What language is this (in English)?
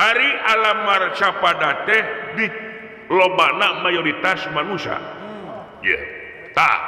Sundanese